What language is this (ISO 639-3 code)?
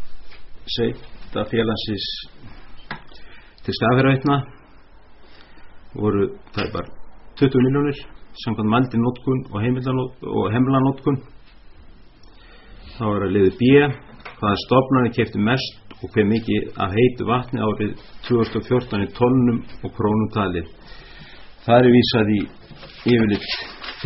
isl